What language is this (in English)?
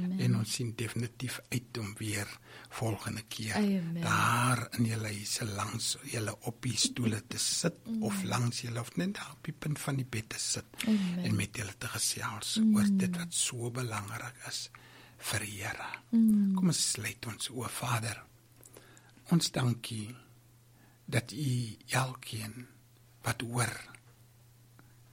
Afrikaans